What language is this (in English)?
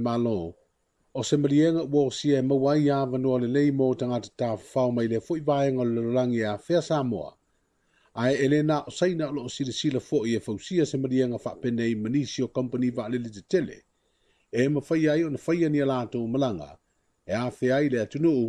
Samoan